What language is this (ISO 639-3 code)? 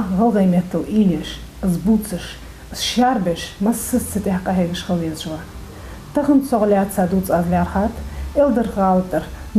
inh